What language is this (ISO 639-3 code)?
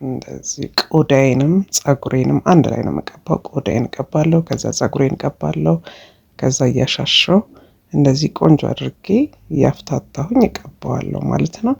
amh